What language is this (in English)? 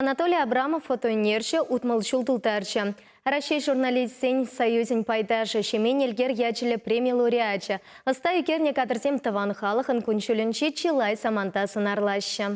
Chuvash